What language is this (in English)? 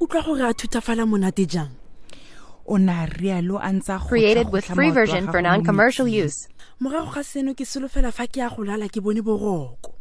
Tswana